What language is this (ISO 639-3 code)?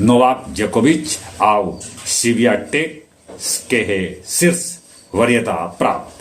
mag